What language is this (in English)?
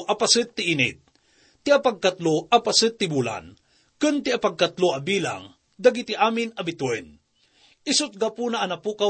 Iloko